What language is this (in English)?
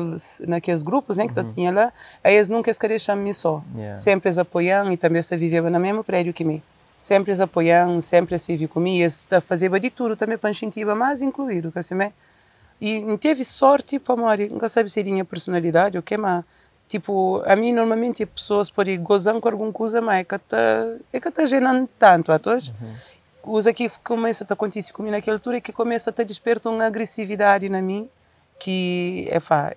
Kabuverdianu